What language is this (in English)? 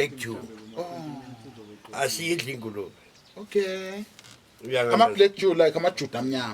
Zulu